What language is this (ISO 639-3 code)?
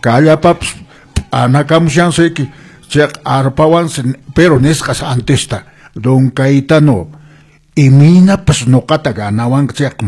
que